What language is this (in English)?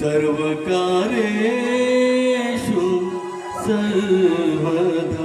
Konkani